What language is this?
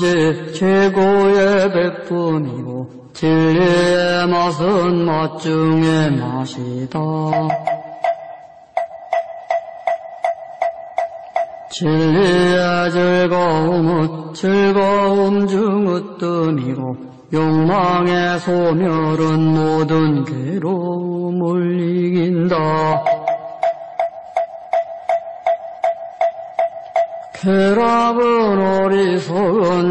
Korean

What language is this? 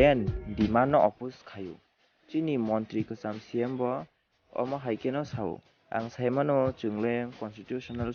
Kok Borok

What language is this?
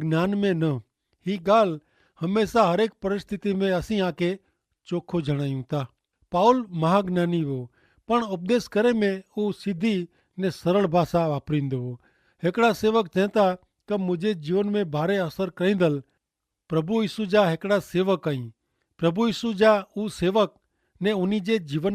Kachhi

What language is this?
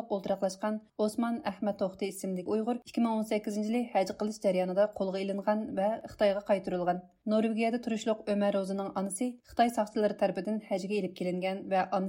Uyghur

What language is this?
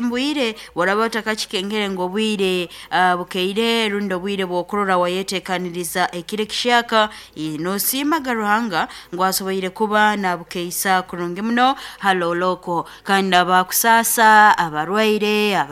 Nyankole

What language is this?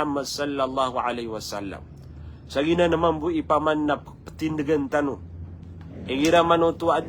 Maranao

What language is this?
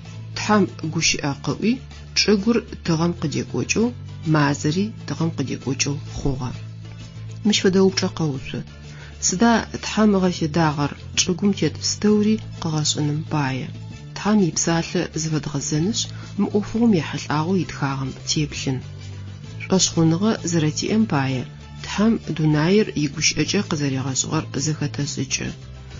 Adyghe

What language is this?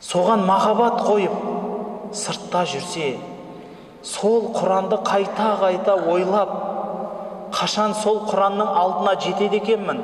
Kazakh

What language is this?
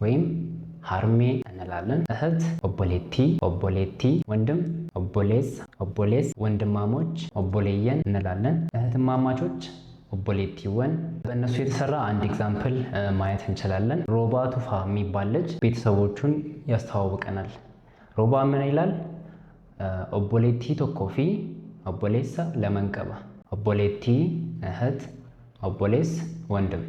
Amharic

